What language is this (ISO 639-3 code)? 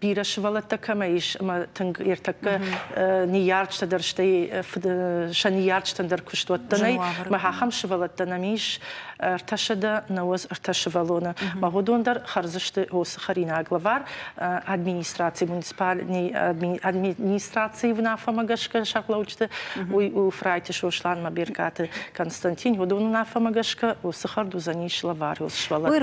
oss